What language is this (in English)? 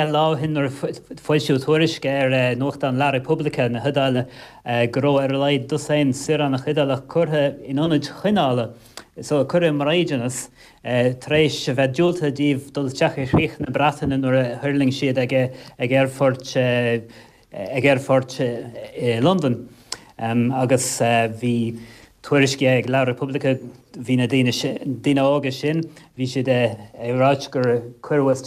Irish